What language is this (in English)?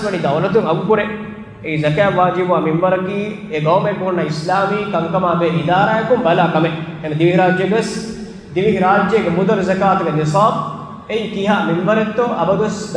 Divehi